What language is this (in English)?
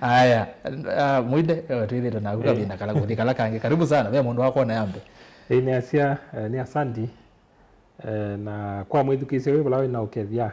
Kamba